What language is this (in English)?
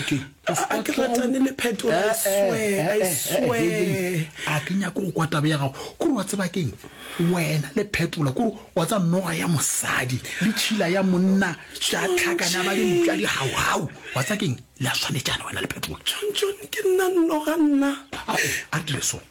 Northern Sotho